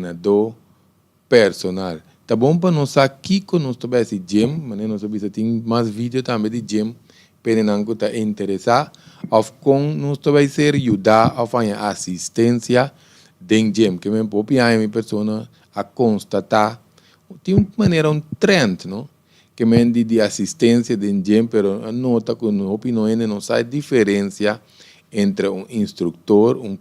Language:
Papiamento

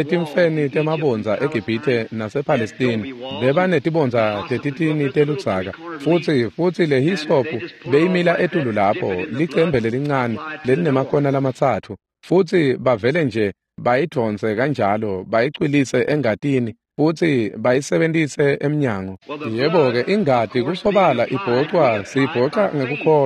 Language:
Swati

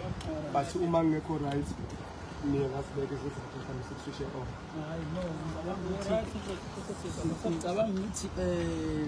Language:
Zulu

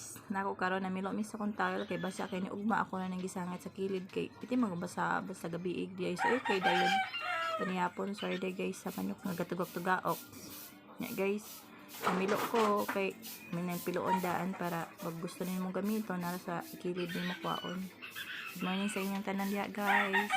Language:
Cebuano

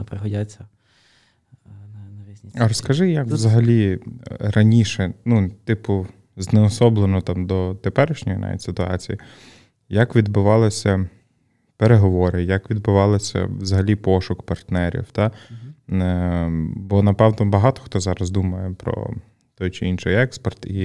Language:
Ukrainian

